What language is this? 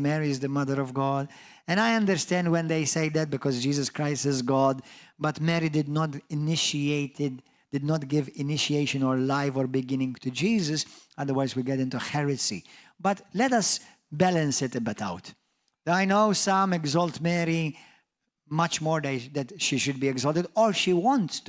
English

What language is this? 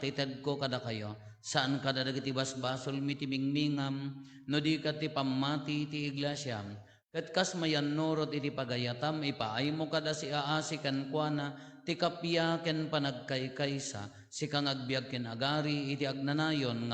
Iloko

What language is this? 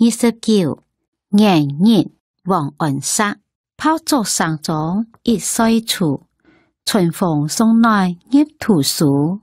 Hakka Chinese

